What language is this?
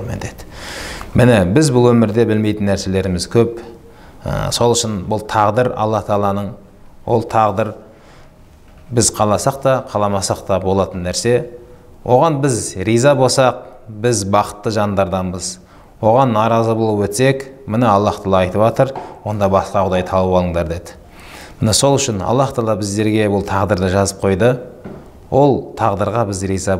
Kazakh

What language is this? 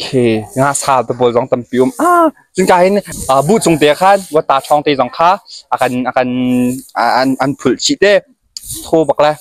Hakha Chin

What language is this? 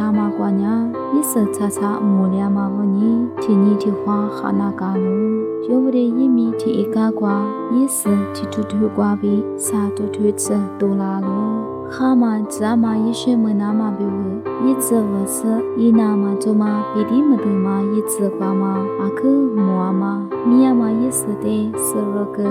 Lisu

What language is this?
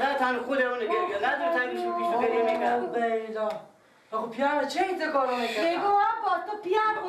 Persian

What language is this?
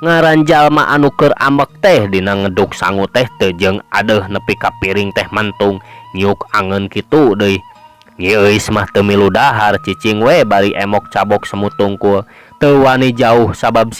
Sundanese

